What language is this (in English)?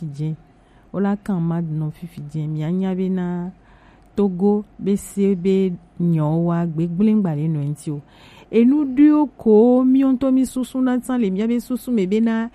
Gen